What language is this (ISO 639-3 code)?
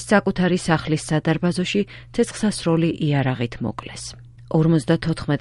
kat